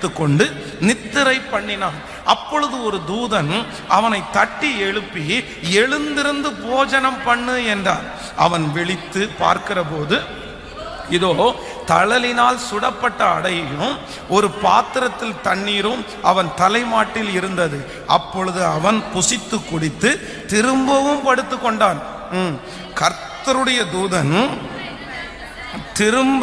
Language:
Tamil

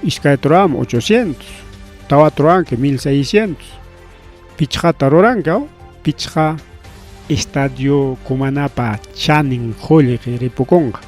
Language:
Ayacucho Quechua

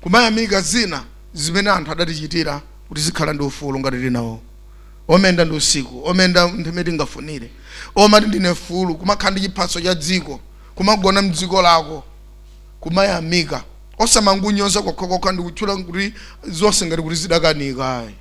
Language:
Nyanja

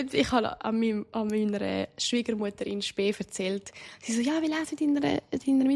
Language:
Swiss German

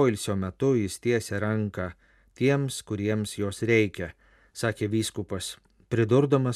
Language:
Lithuanian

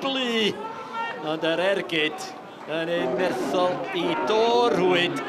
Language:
Welsh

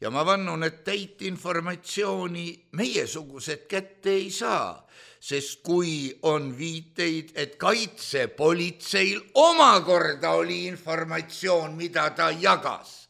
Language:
Estonian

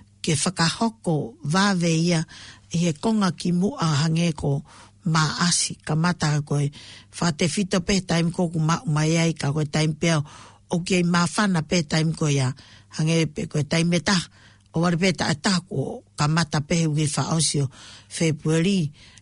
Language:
Tongan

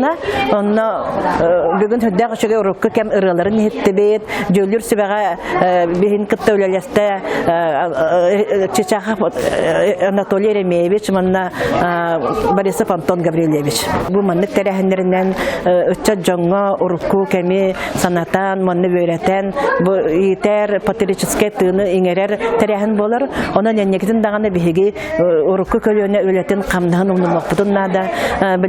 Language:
Yakut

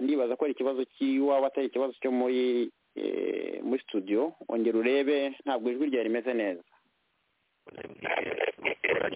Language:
Kinyarwanda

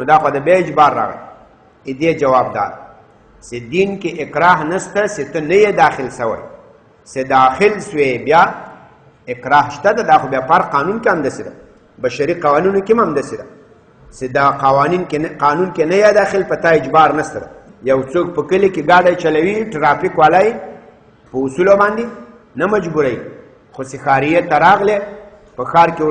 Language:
Pashto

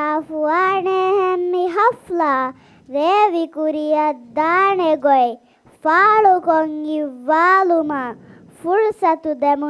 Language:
Divehi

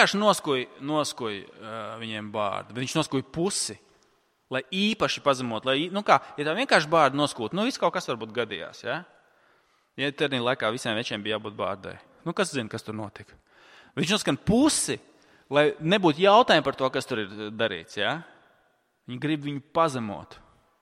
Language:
Latvian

